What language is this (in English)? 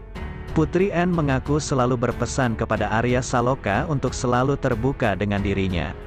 Indonesian